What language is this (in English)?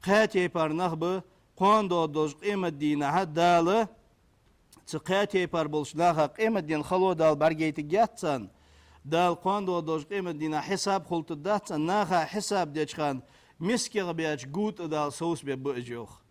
Ingush